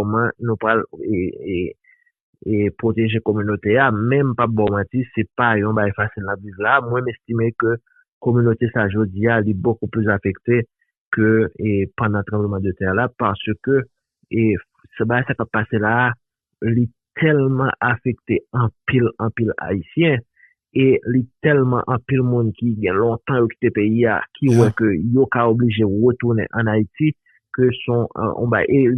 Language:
Haitian Creole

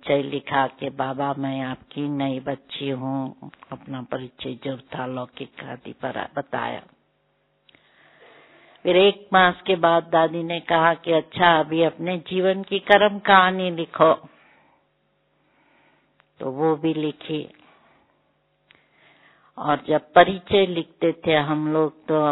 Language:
Hindi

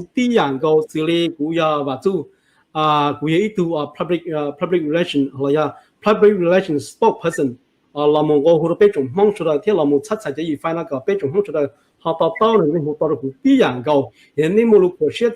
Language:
Hmong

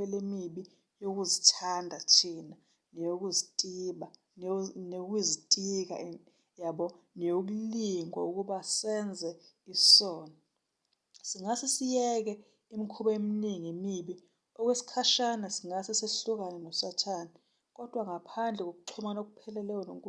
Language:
Zulu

